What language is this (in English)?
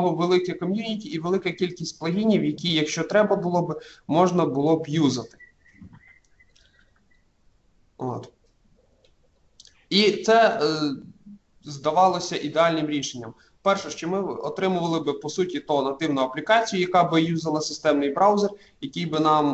Ukrainian